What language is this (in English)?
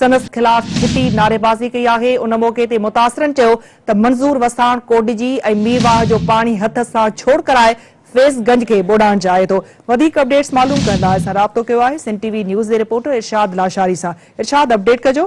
Sindhi